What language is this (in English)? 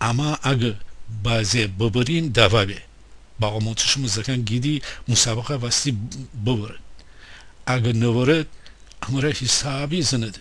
Gilaki